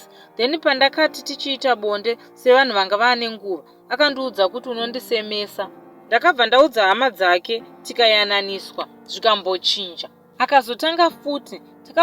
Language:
Shona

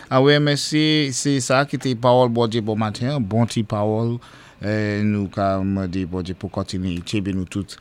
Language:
Saint Lucian Creole French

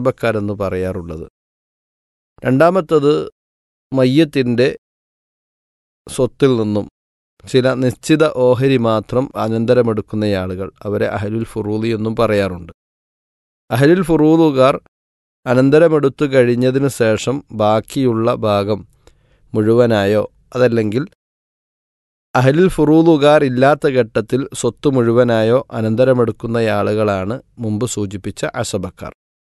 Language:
Malayalam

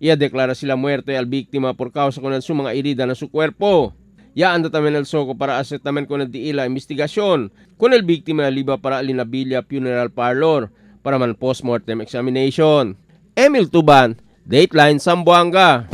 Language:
Chavacano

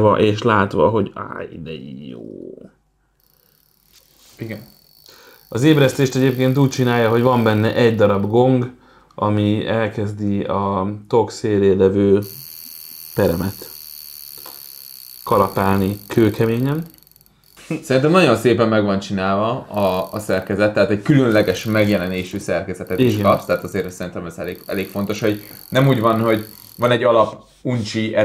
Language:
Hungarian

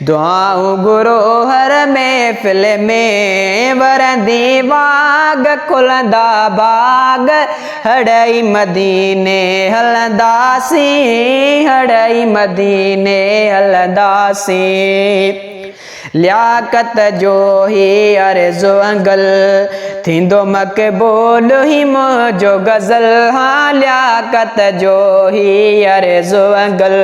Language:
Sindhi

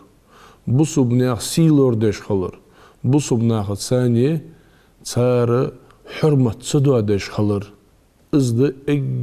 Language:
Ingush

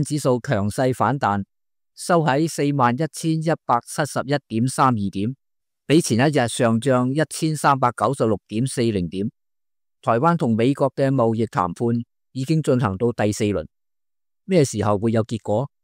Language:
Cantonese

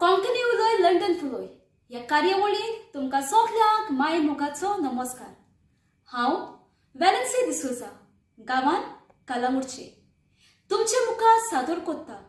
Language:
Konkani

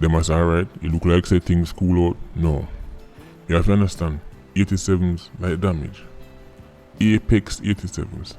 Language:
Jamaican Creole English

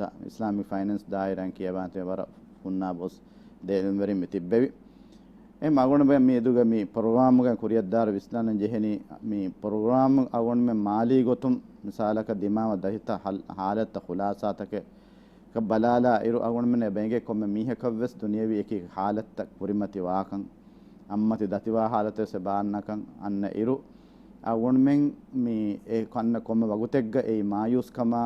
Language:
Divehi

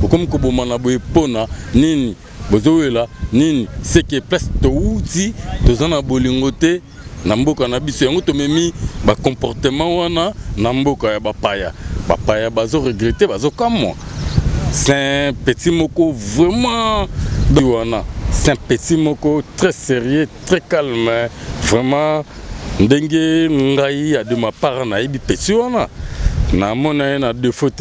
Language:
Lingala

